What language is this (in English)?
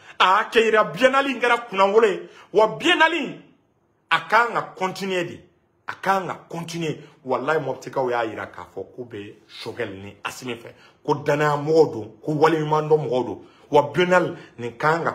Bambara